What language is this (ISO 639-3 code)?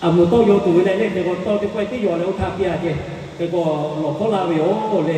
lhu